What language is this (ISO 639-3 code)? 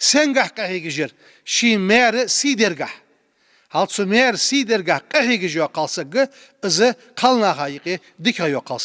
inh